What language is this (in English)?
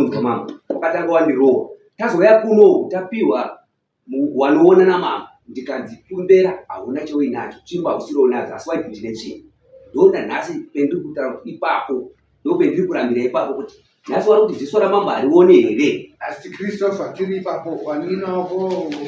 Shona